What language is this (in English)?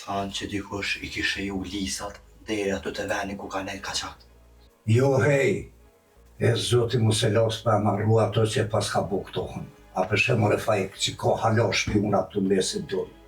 Albanian